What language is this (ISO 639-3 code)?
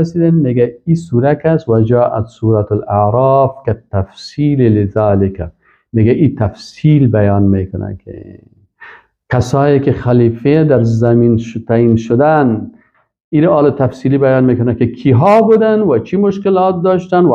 fas